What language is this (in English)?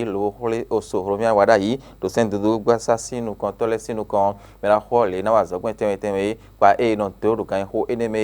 Fon